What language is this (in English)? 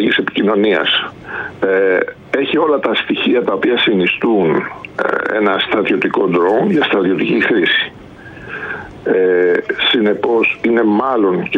Greek